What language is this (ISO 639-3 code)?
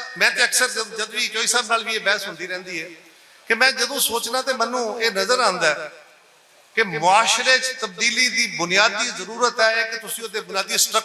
lah